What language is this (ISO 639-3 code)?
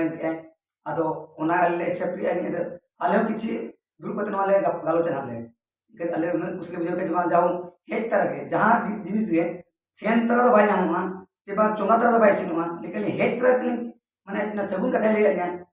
sat